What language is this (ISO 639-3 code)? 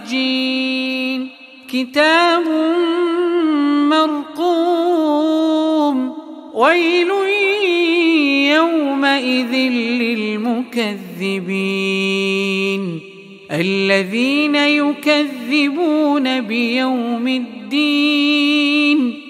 ara